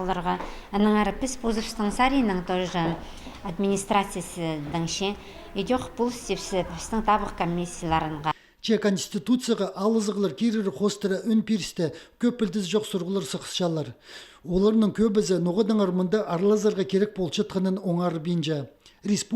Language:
Khakas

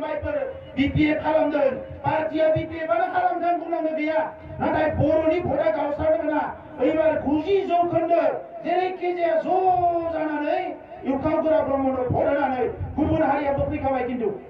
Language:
Bodo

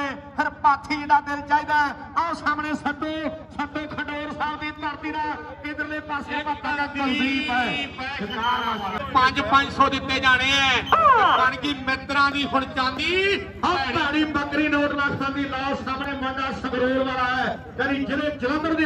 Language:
Punjabi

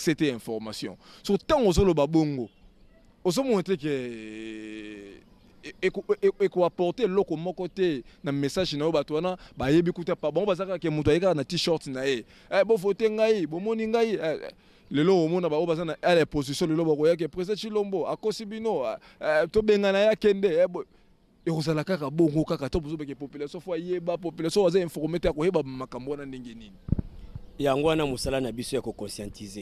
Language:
Lingala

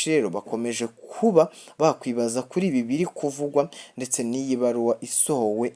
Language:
Rundi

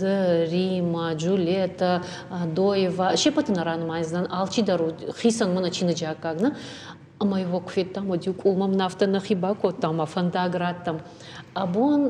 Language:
Ossetic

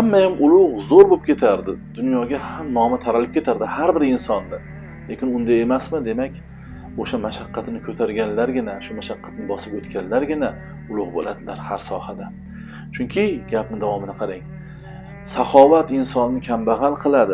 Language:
Uzbek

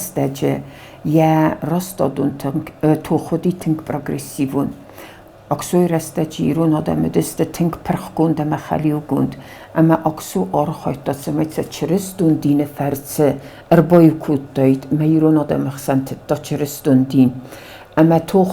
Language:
Ossetic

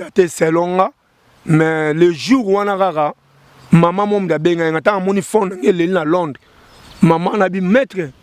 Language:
Lingala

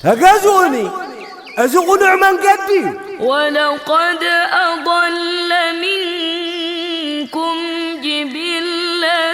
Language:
Tigrinya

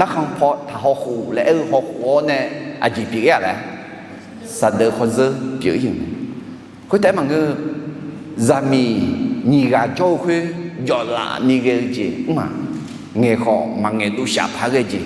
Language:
Akha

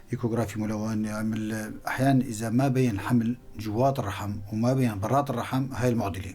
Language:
North Levantine Arabic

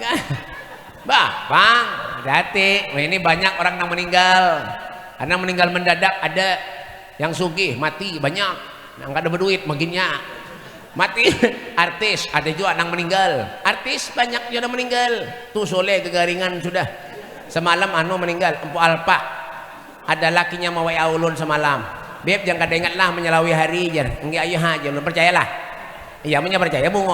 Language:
Banjar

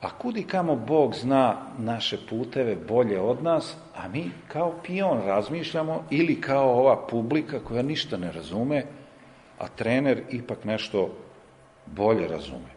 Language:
Serbian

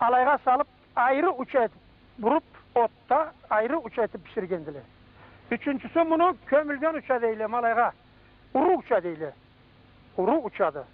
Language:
Karachay-Balkar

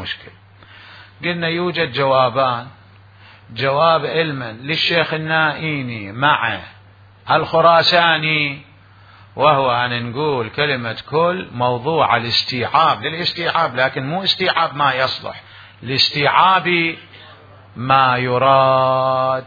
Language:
Mesopotamian Arabic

